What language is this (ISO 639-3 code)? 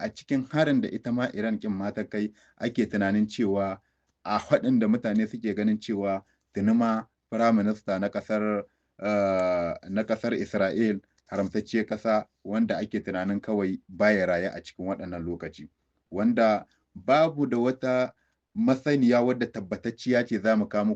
hau